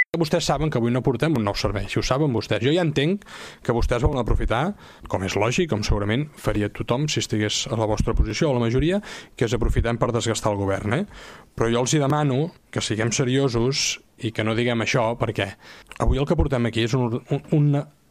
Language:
Catalan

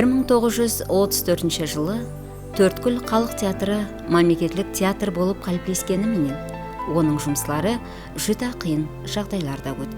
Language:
Kara-Kalpak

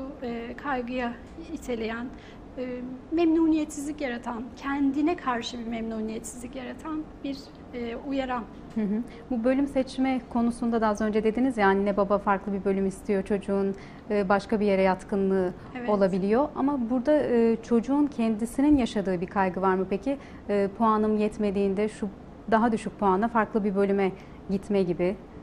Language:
Turkish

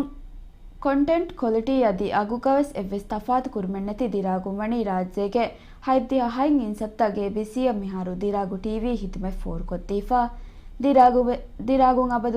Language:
Divehi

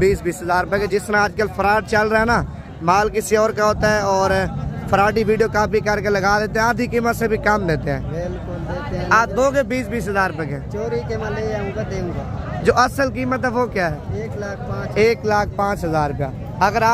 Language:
Hindi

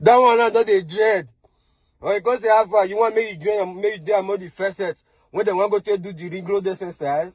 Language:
Nigerian Pidgin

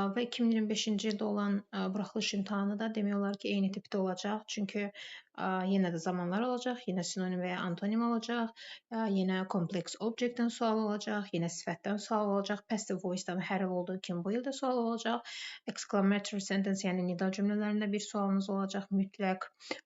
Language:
Azerbaijani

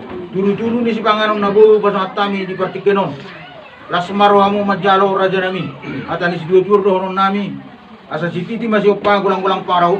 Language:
Batak Toba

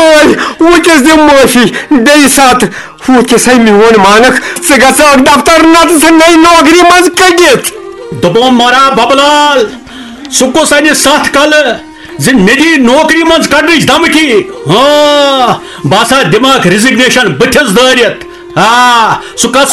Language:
Kashmiri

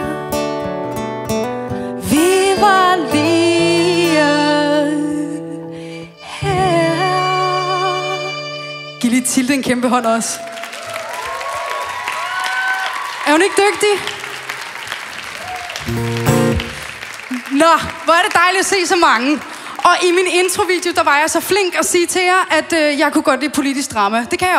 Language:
Danish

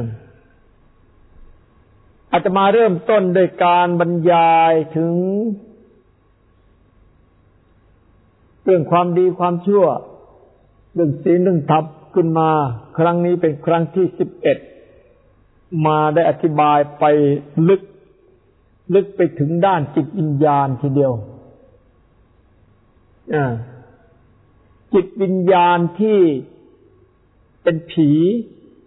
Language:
Thai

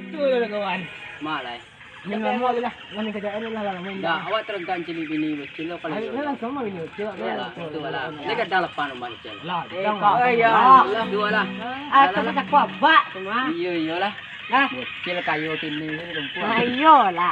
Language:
Minangkabau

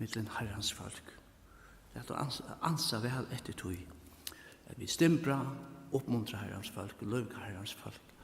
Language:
Faroese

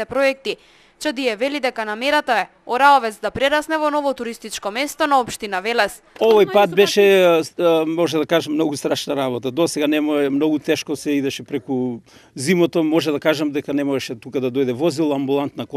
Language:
Macedonian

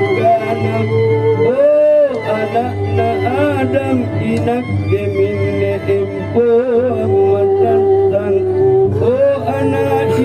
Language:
Makasar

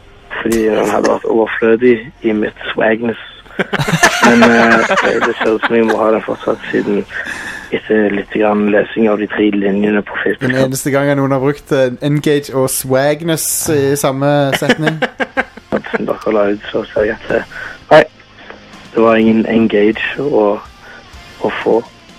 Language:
Norwegian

